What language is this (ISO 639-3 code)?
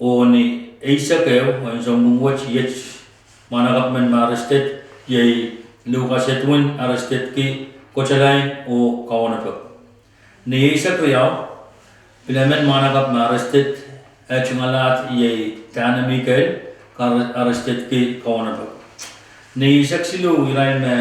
pon